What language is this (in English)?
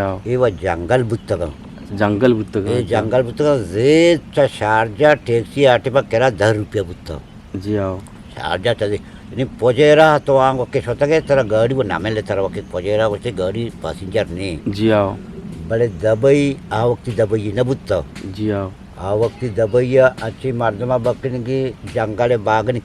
Eastern Balochi